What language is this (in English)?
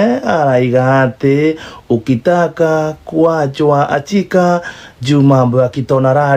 Kikuyu